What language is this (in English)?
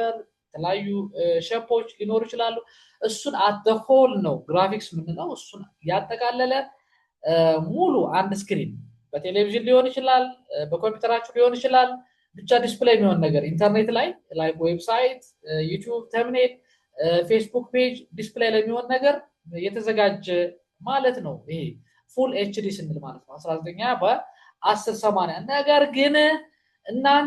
Amharic